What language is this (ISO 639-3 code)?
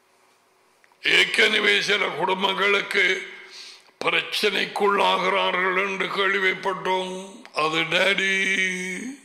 tam